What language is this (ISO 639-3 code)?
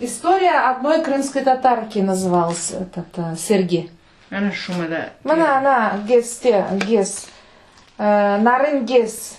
crh